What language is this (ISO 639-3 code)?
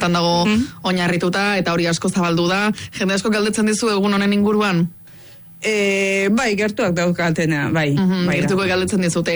eus